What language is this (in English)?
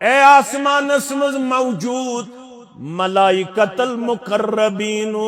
Kashmiri